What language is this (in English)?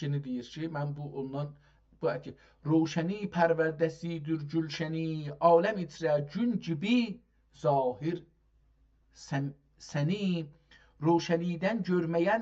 South Azerbaijani